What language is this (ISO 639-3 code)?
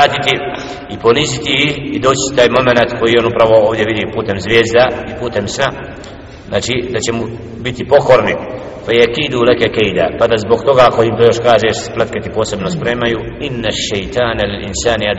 bos